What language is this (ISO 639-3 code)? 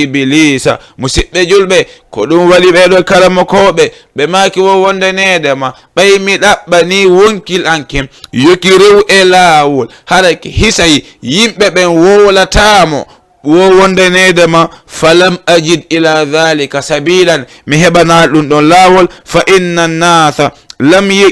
ful